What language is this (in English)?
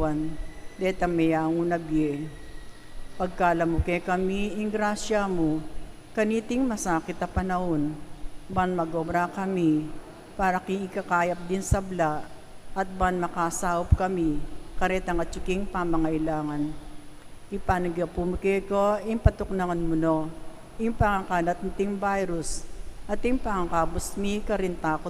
Pampanga